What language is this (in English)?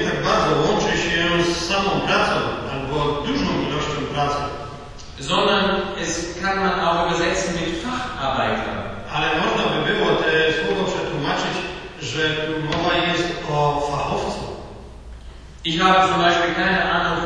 Polish